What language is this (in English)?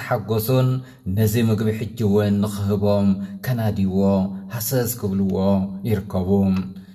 Tigrinya